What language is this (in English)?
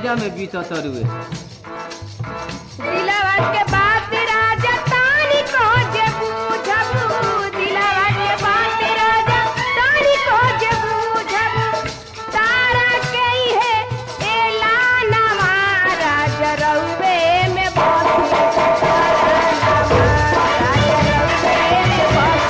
Bhojpuri